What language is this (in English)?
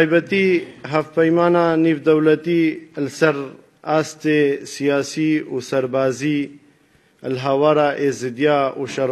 Kurdish